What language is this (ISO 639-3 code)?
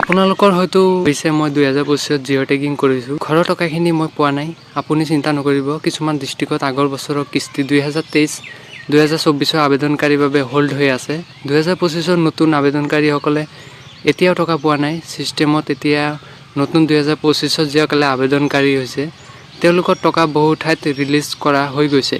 asm